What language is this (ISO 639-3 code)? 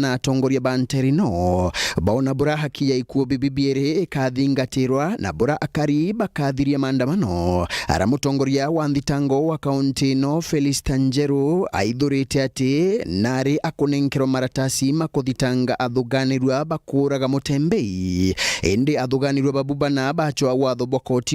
mer